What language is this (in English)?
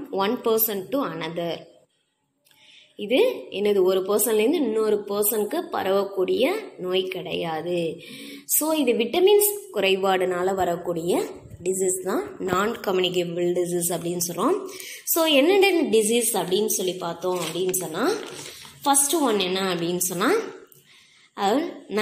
Tamil